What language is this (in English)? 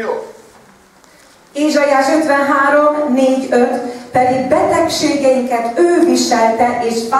Hungarian